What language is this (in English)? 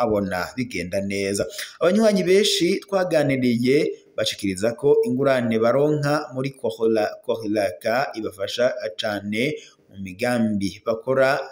Rundi